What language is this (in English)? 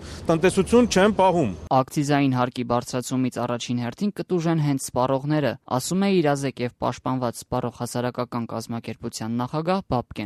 Armenian